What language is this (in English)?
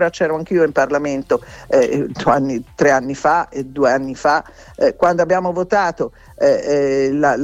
Italian